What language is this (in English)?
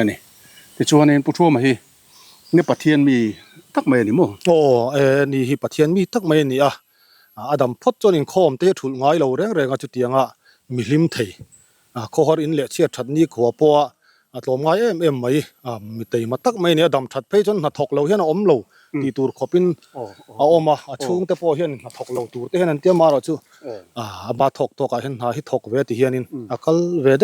Mizo